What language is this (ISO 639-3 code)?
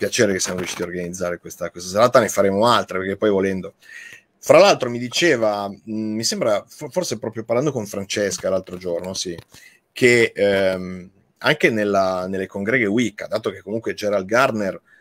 ita